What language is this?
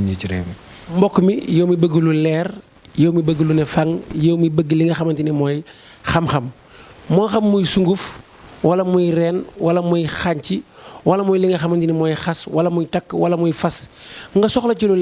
Wolof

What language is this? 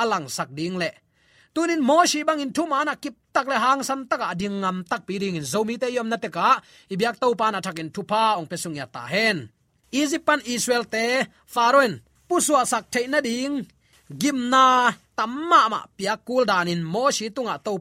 Tedim Chin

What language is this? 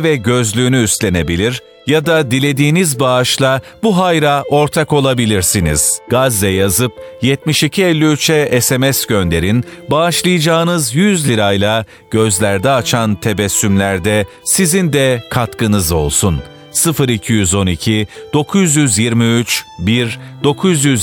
Turkish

